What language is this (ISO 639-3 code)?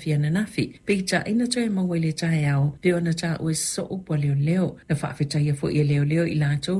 smo